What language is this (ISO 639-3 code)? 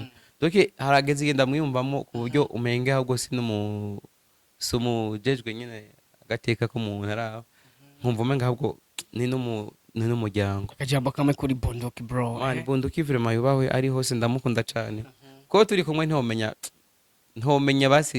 run